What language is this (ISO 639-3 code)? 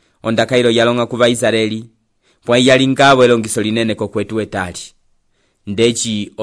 umb